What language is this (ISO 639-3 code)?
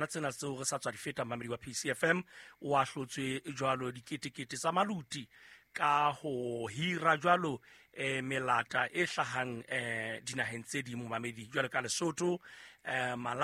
sot